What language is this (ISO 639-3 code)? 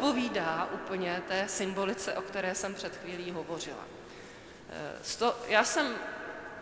ces